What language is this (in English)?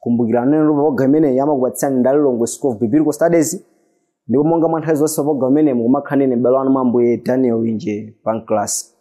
Nyanja